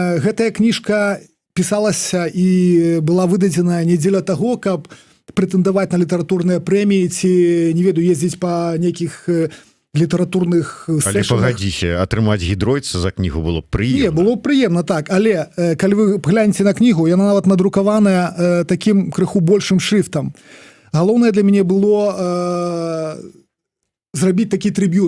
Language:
Belarusian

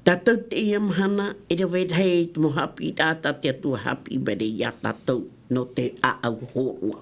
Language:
Tahitian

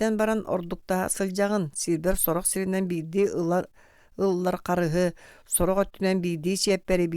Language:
Yakut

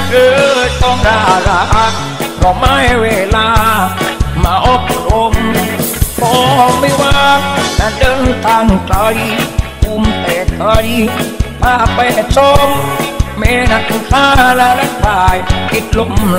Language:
Thai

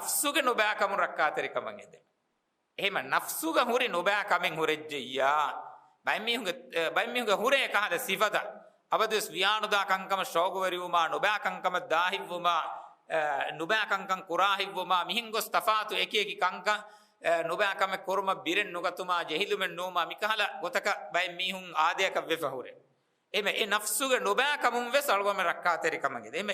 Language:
Divehi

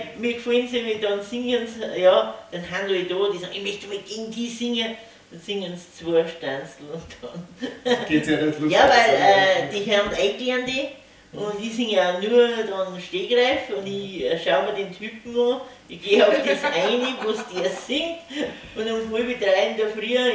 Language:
Bavarian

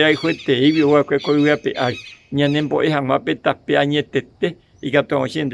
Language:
Guarani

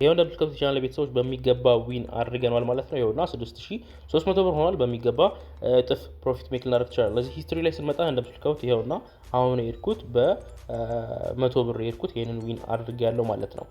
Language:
Amharic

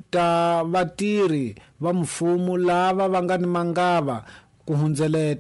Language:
Tsonga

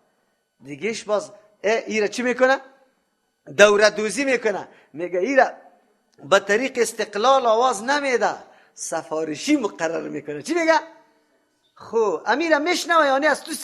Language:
Persian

